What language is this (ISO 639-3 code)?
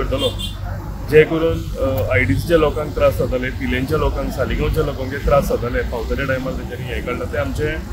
kok